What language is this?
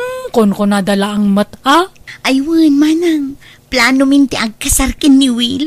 Iloko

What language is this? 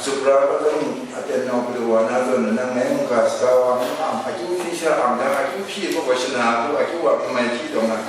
Kachin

